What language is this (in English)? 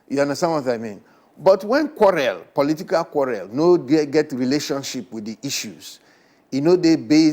Nigerian Pidgin